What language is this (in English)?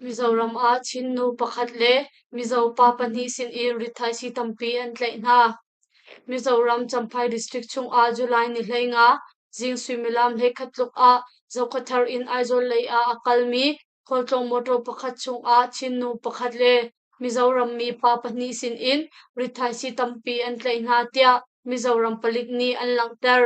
Hakha Chin